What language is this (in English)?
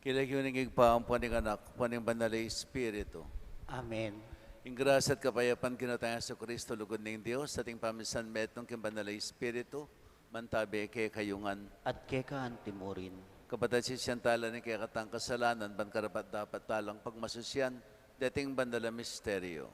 Pampanga